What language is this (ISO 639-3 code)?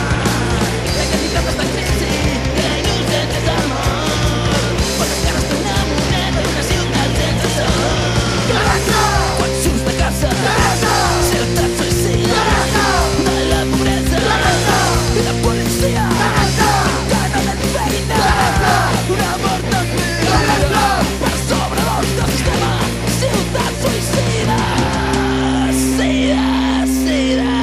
cat